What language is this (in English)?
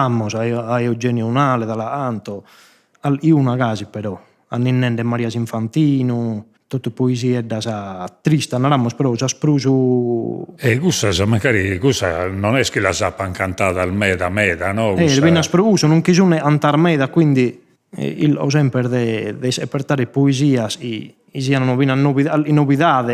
Sardinian